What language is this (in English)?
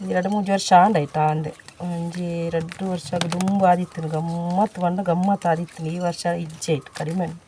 Tulu